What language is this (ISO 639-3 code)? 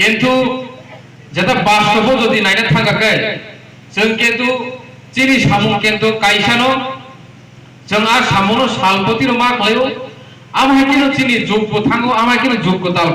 ria